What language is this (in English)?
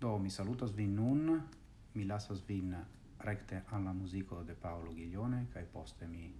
Esperanto